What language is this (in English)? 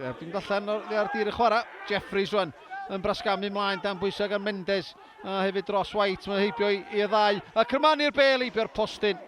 Welsh